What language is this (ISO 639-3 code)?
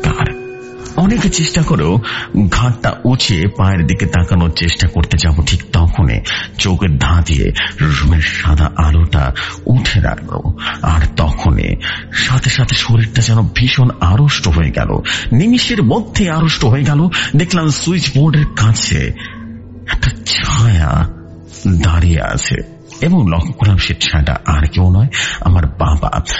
ben